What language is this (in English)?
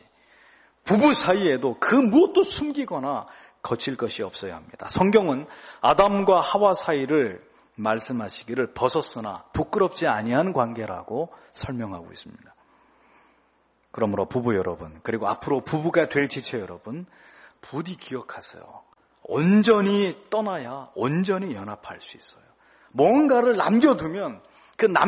Korean